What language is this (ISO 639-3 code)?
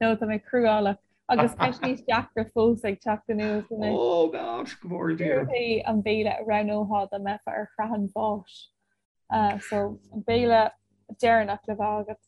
gle